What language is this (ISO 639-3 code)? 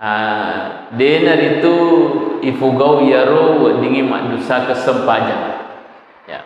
bug